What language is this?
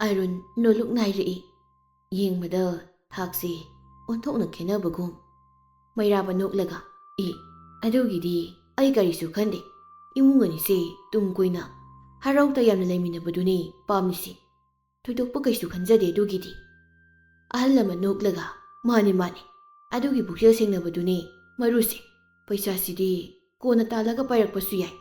Manipuri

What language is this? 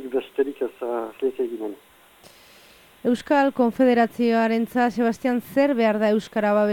Basque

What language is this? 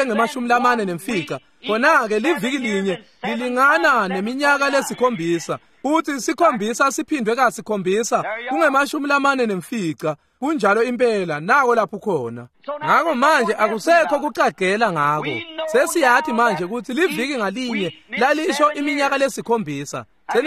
Swati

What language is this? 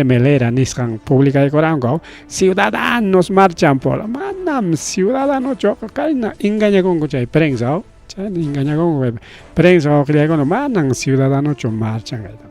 Ayacucho Quechua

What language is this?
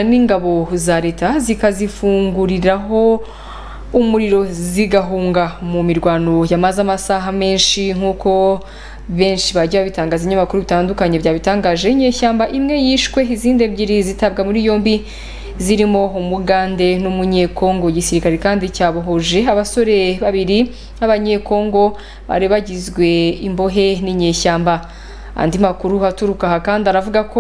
Kinyarwanda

